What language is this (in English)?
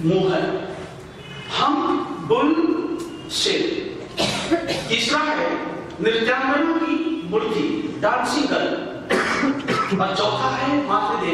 Hindi